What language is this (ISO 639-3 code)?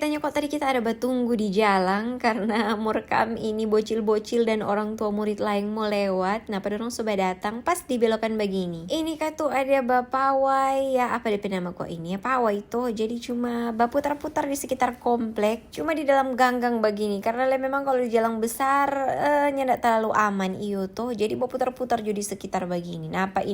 xmm